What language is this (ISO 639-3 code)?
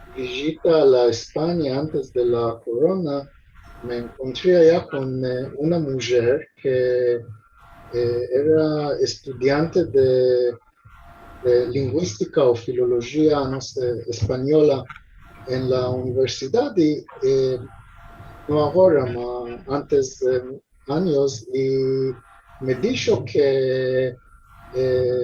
lad